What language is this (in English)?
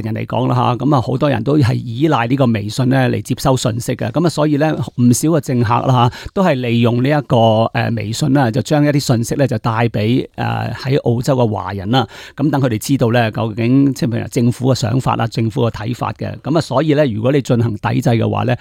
Cantonese